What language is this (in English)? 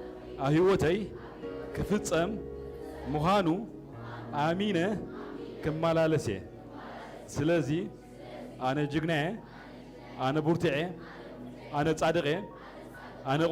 Tigrinya